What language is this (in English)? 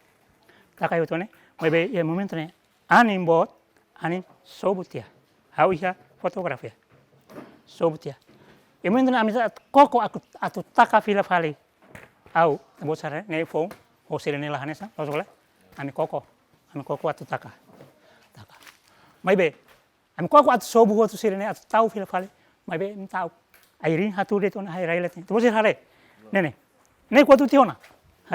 Tetum